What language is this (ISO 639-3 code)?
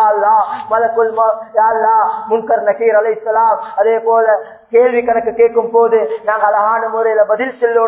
tam